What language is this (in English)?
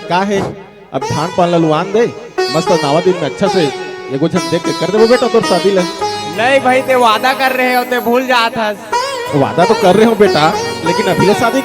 Chhattisgarhi